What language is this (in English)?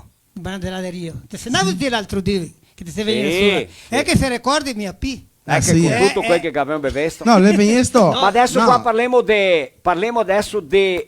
Venetian